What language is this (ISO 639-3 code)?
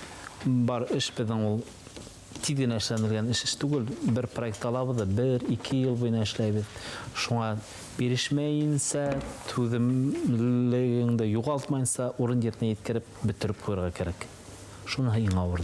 bak